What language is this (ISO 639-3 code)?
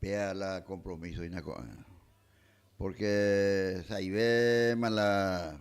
grn